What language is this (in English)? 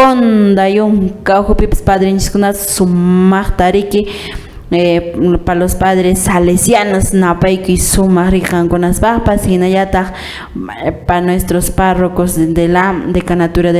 Quechua